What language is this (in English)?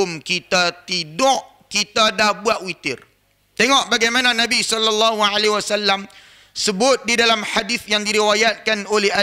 Malay